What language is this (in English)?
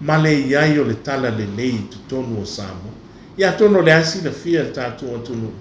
Samoan